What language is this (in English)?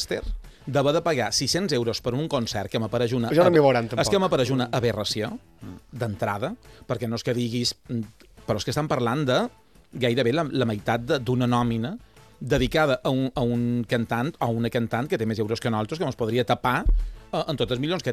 Catalan